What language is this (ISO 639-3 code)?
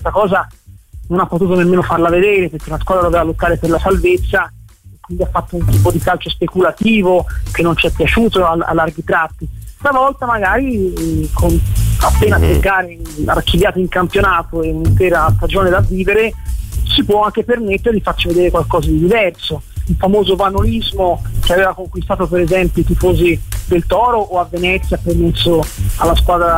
ita